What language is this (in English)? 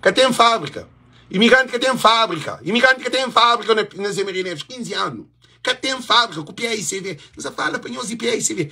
Kabuverdianu